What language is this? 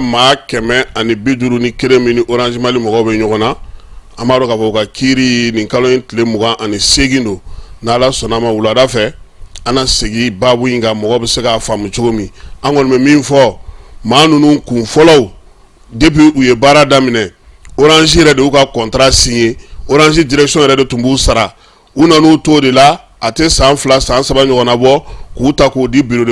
Bambara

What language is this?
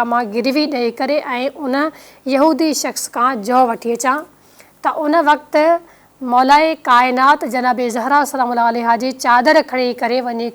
Sindhi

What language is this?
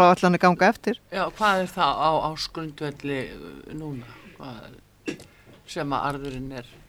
Icelandic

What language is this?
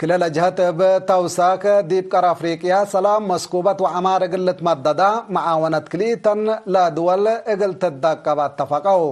Tigre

